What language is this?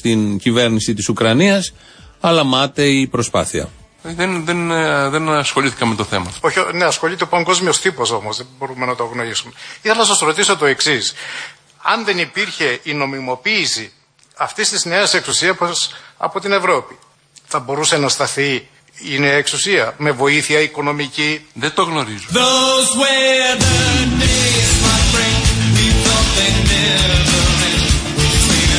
Greek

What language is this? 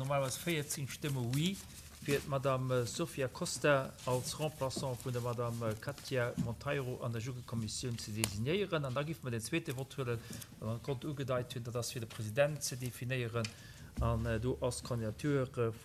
Luxembourgish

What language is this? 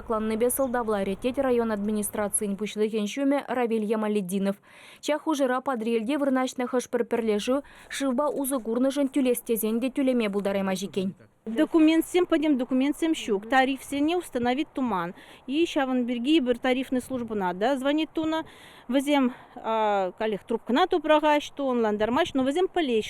Chuvash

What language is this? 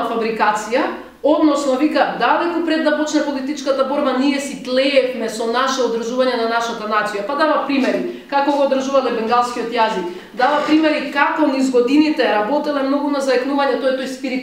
Macedonian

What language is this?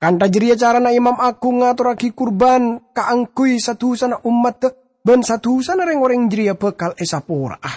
Madurese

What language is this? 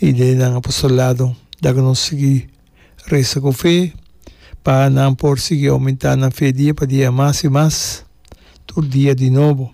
Papiamento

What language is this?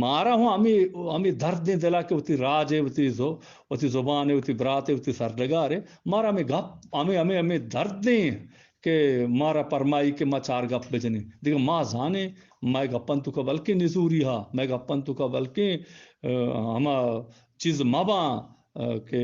Eastern Balochi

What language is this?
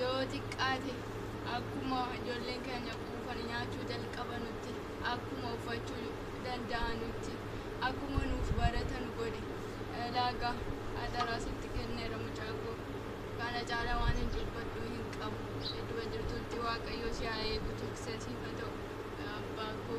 Oromo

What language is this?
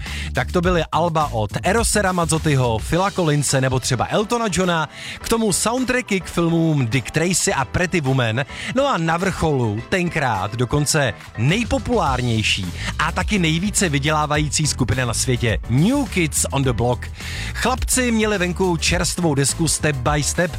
Czech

